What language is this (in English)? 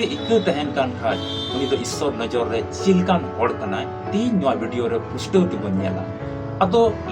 Santali